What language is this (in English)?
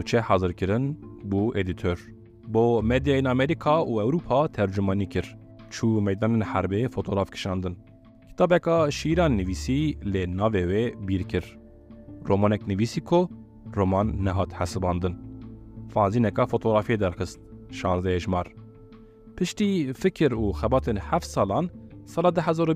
Kurdish